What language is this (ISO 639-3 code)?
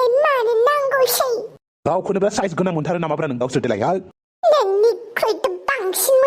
brx